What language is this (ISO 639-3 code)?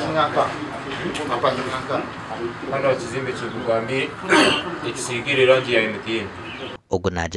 nyn